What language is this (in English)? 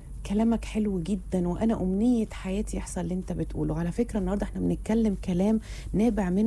Egyptian Arabic